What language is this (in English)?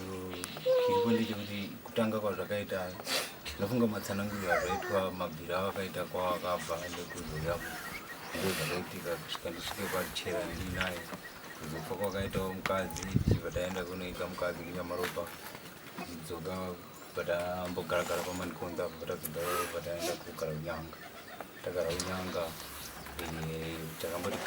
Shona